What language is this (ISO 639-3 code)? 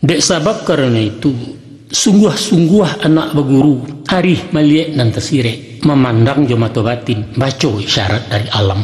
min